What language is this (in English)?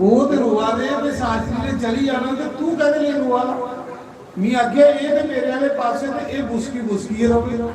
Dogri